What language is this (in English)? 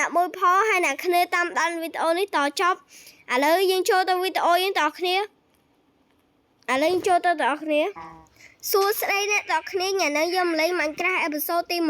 Khmer